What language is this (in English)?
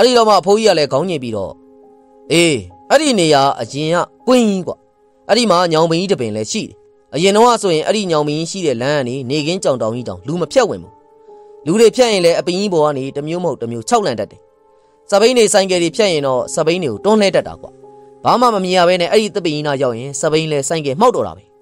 Burmese